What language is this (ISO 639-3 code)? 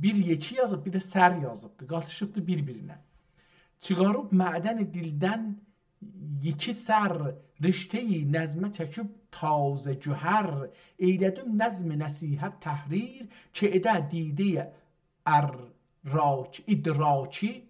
azb